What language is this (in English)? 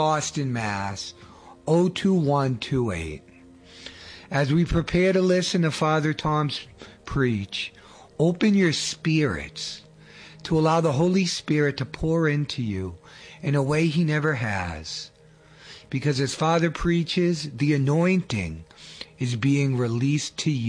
English